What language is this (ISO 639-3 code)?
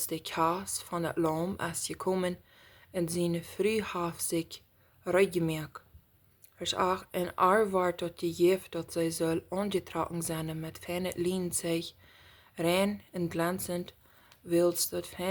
pdt